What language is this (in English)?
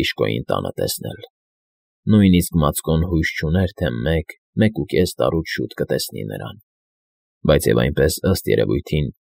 Armenian